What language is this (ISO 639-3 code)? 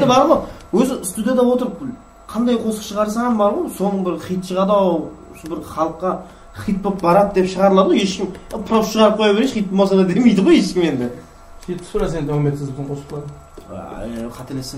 kaa